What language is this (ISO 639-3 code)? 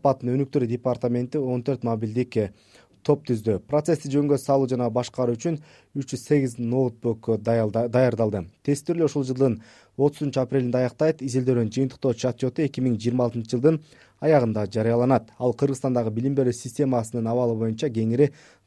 kir